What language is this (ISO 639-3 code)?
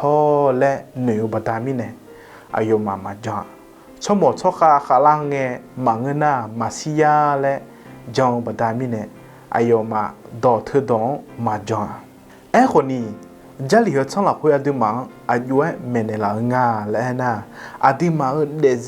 ahk